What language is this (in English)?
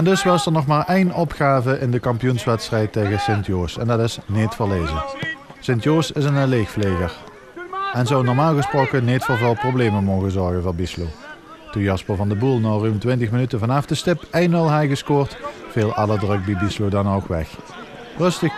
Limburgish